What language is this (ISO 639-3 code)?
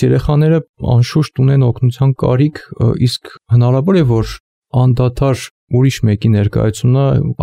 hye